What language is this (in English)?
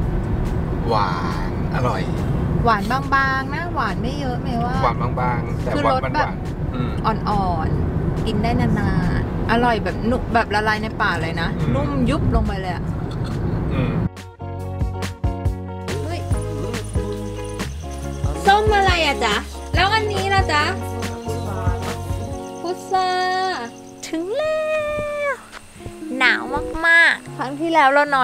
Thai